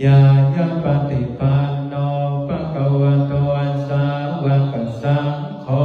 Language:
Pali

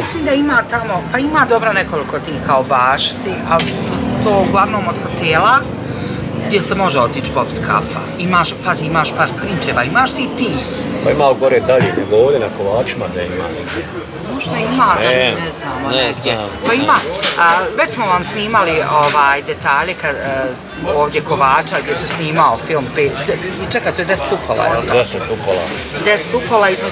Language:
Bosnian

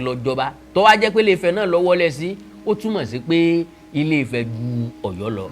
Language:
Yoruba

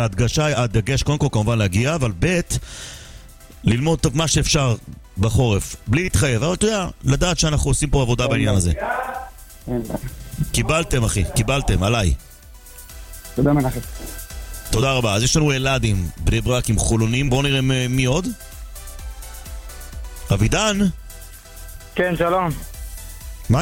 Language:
Hebrew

